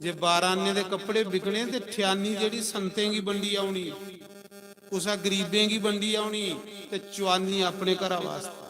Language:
Dogri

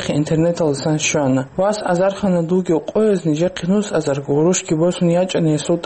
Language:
Avaric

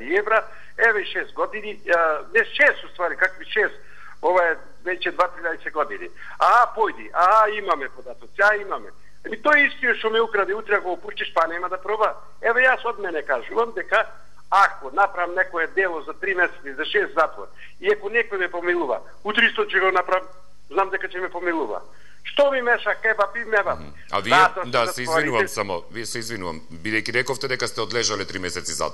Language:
Macedonian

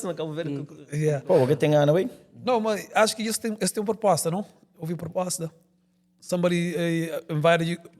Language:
Kabuverdianu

